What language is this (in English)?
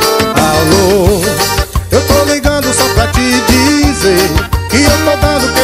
Portuguese